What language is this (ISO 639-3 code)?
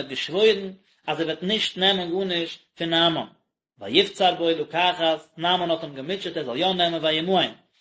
yid